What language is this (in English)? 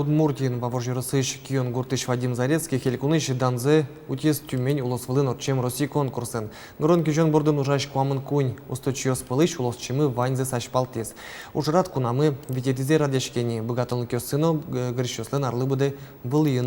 Udmurt